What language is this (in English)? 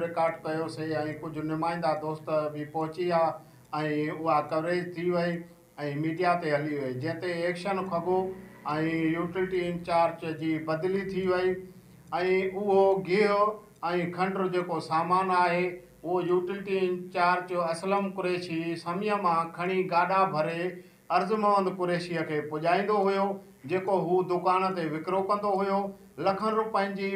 Sindhi